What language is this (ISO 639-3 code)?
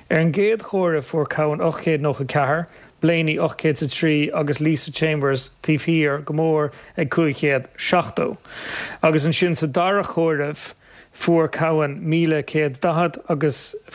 gle